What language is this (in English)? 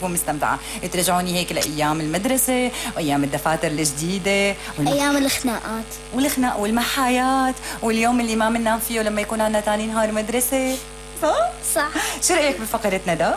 North Levantine Arabic